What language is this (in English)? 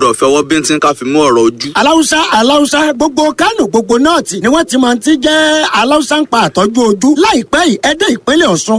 Yoruba